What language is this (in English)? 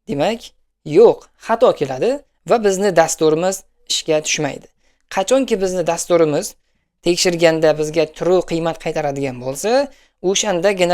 Uzbek